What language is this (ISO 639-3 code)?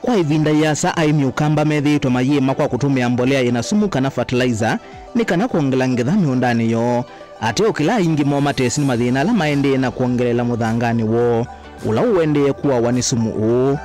kam